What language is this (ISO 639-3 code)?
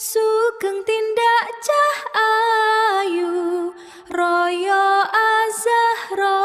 jav